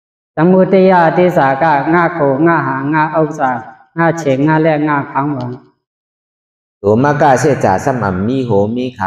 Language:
Shan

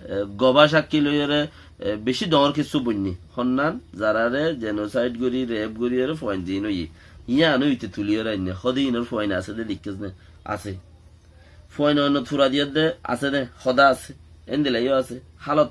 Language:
Rohingya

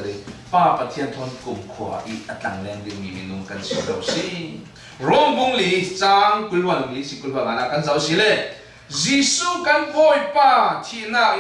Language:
Falam Chin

